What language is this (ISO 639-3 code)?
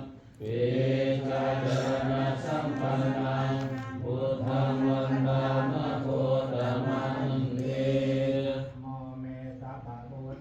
pli